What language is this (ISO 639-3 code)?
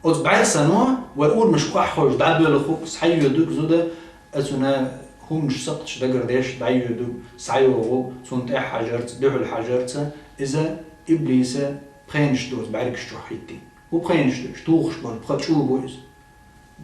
che